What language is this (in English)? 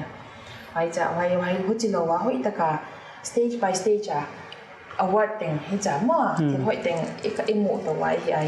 Paite Chin